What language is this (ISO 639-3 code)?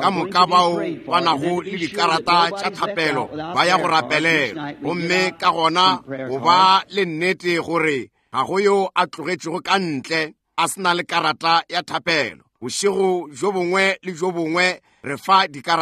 nso